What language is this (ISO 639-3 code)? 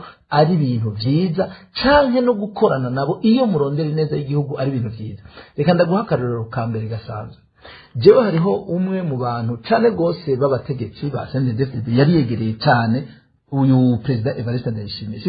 run